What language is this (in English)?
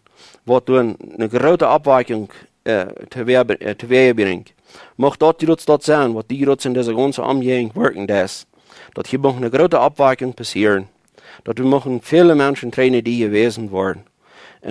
Plautdietsch